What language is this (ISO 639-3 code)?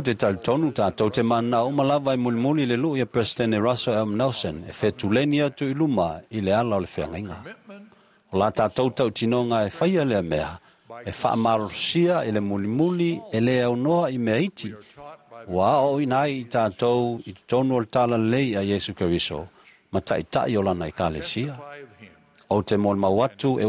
smo